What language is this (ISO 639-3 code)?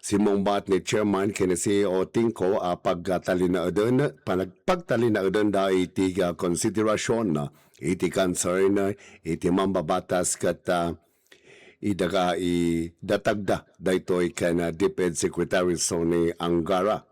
ilo